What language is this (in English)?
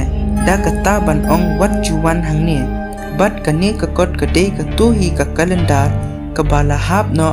Khasi